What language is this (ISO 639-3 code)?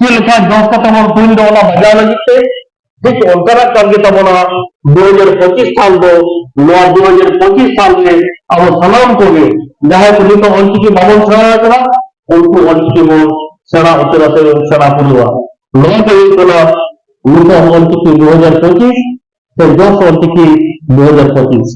sat